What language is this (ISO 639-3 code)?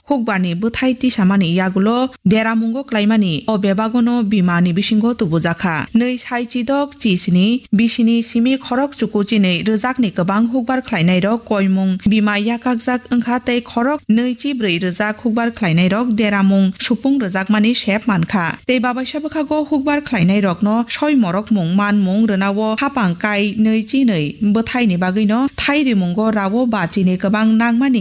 trp